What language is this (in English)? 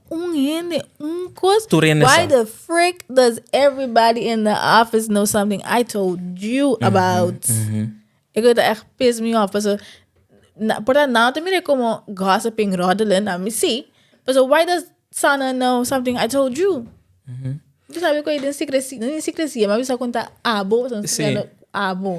Papiamento